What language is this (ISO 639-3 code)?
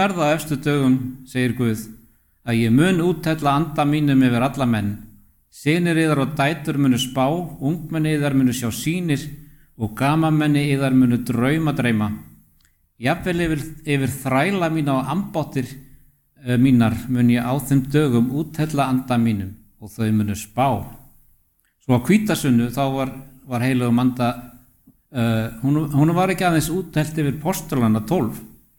isl